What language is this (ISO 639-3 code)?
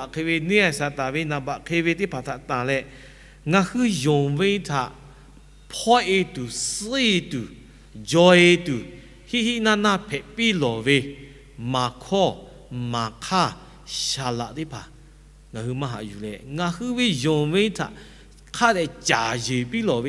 lhu